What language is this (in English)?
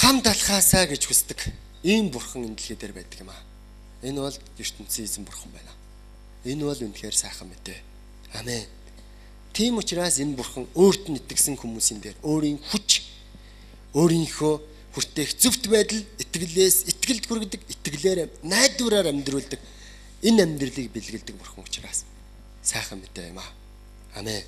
Mongolian